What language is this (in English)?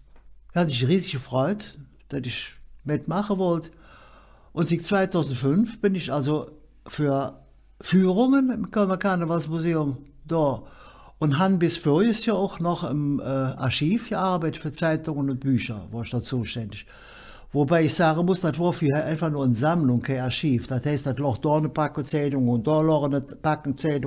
Colognian